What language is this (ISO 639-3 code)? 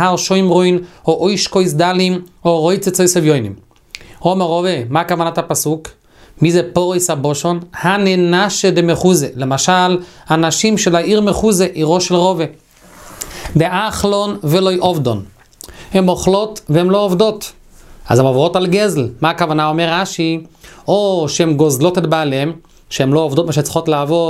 heb